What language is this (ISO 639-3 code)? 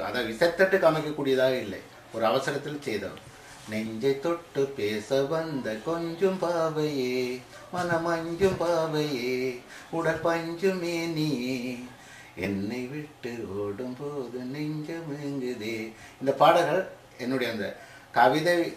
tam